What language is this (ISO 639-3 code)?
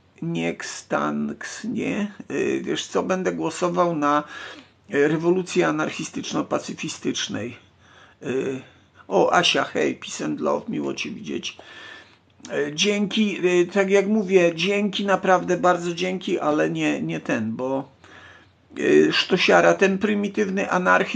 pol